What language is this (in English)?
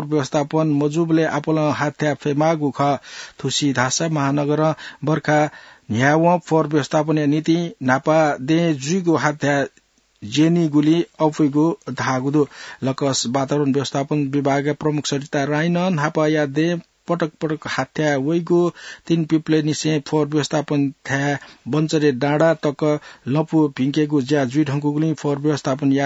Newari